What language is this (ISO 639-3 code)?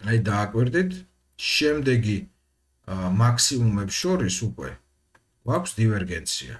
kat